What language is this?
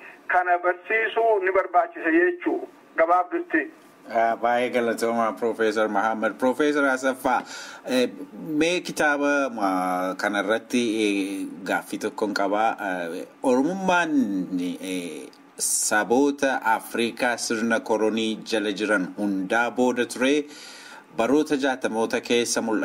Oromo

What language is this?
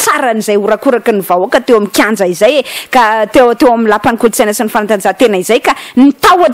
Malagasy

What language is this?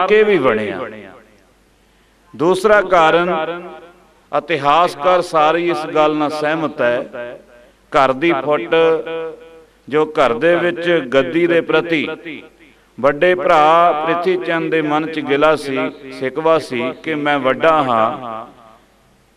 Punjabi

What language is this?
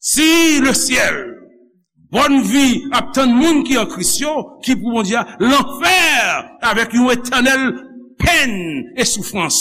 Haitian Creole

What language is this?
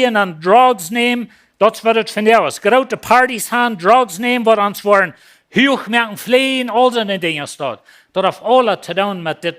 Plautdietsch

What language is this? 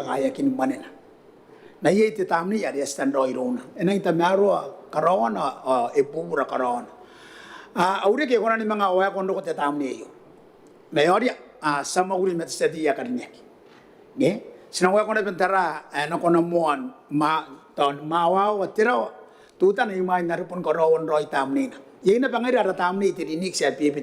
Gilbertese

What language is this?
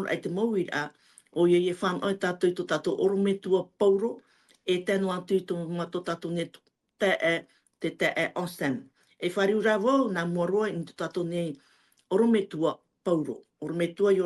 Tahitian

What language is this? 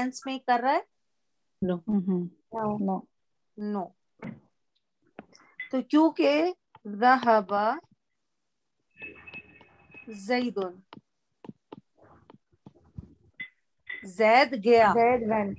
Urdu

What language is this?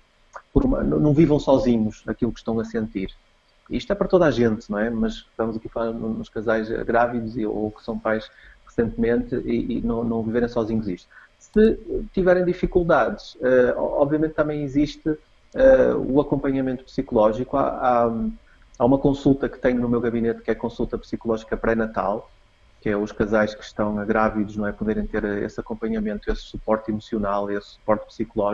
Portuguese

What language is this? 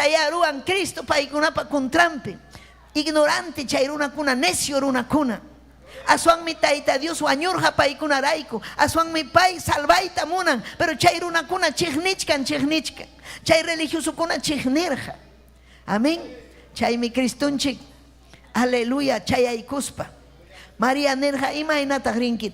Ayacucho Quechua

